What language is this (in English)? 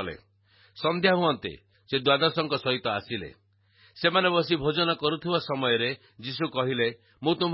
Odia